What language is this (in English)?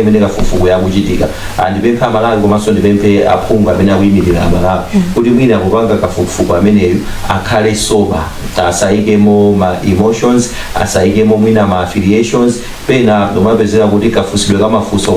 Nyanja